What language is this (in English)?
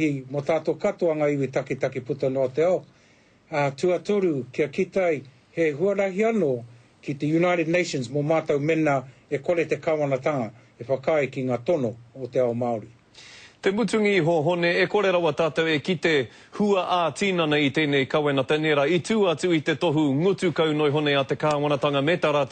Māori